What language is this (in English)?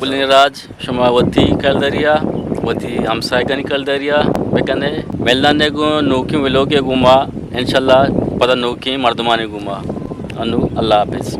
Eastern Balochi